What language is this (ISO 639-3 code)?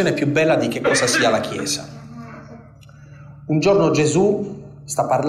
ita